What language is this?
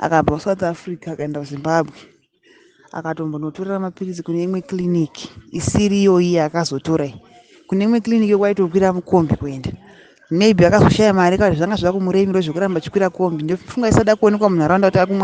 Shona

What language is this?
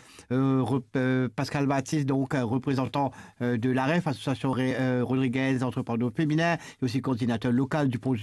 Morisyen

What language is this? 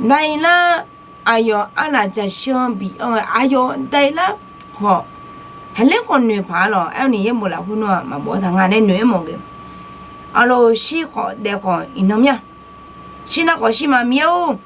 Akha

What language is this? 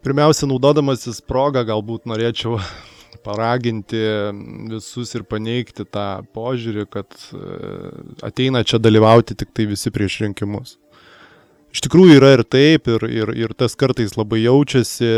Lithuanian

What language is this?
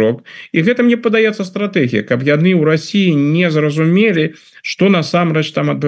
Belarusian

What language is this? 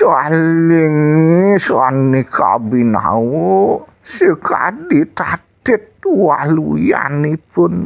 Balinese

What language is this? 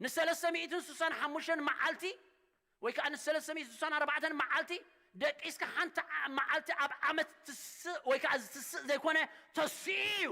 Tigrinya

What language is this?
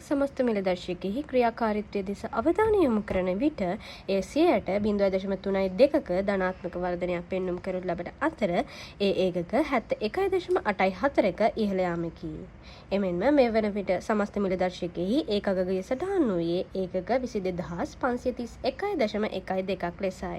Sinhala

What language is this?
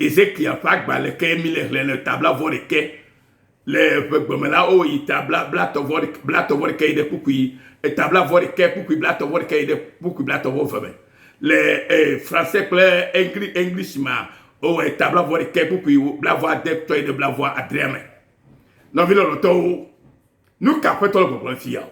Ewe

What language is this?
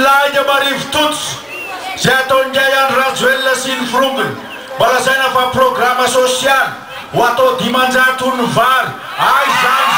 Malagasy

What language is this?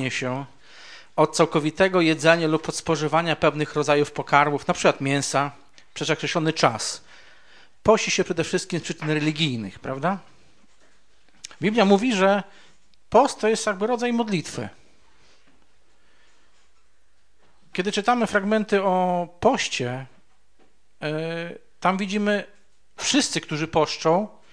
Polish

